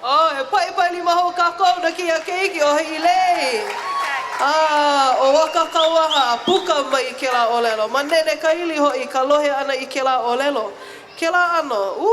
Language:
Hawaiian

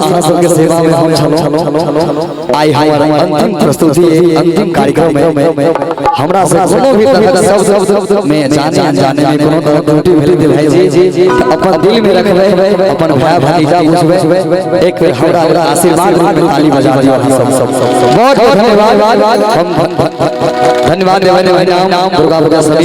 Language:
Maithili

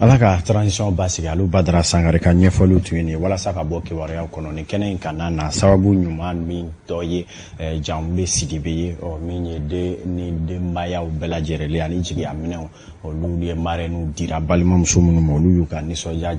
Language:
Bambara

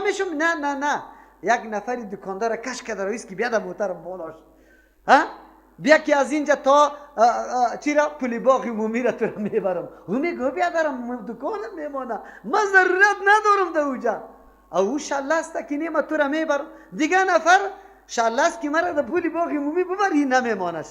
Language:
Persian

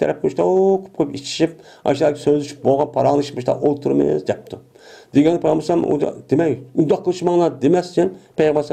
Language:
Uyghur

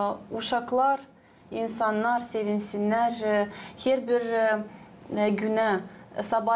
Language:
Gagauz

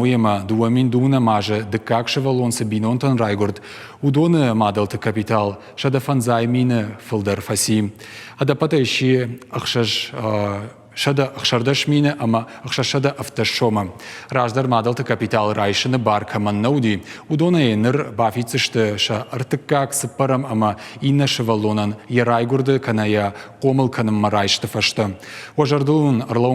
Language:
Ossetic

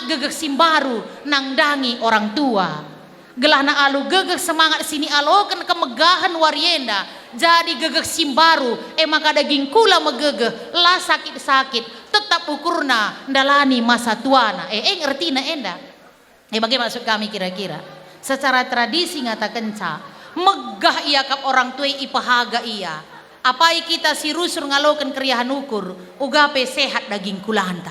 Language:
Batak Karo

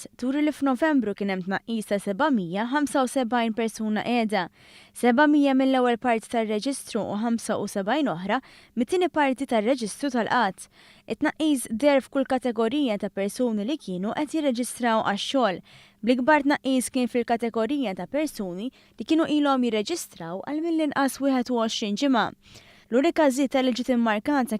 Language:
Maltese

